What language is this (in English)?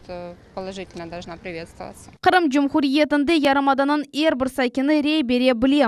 Crimean Tatar